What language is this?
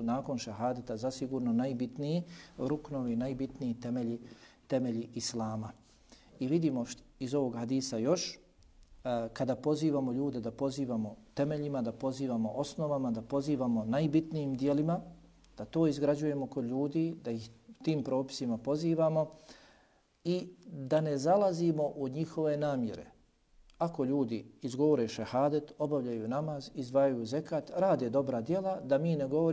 Bosnian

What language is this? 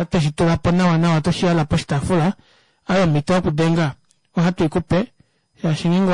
Kuanyama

